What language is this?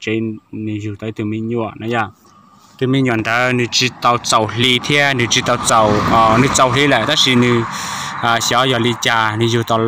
Hmong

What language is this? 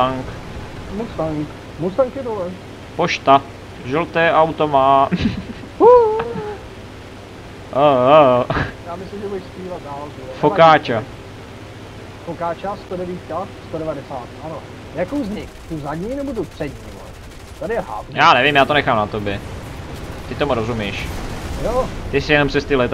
Czech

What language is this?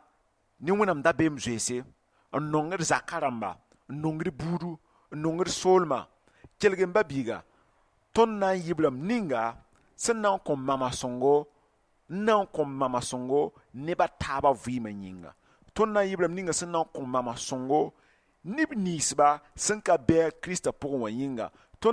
Mossi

